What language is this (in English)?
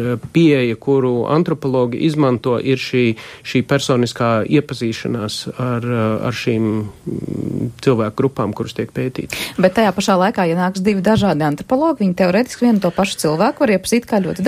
Latvian